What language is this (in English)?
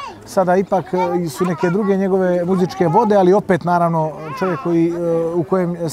Bosnian